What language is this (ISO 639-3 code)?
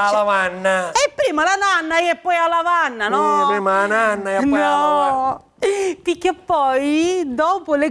scn